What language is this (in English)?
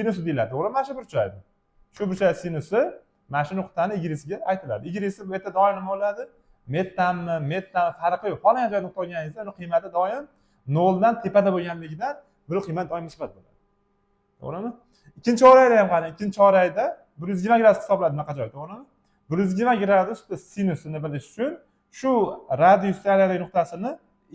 Uzbek